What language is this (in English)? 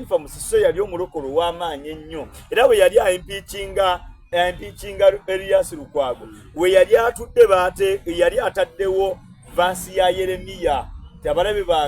Soga